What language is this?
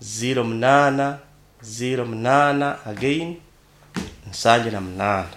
Nyoro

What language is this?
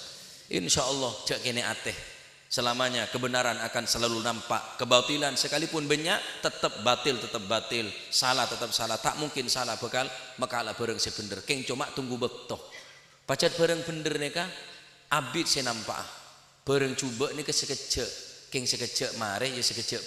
Madurese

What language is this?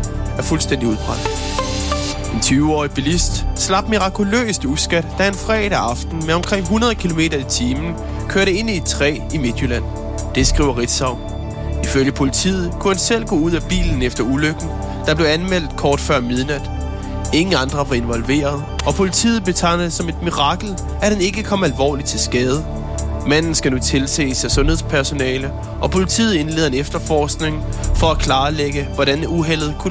Danish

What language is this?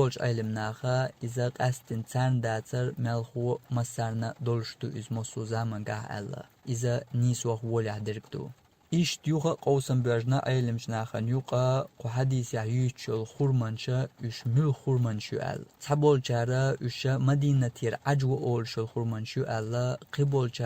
Chechen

